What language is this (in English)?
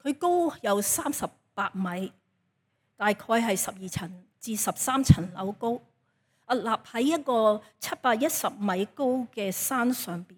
Cantonese